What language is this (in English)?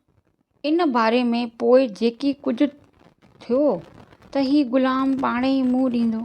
Sindhi